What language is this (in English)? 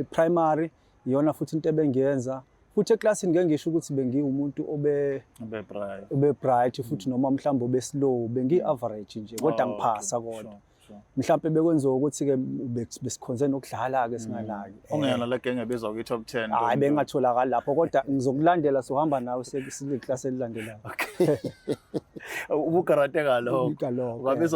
Zulu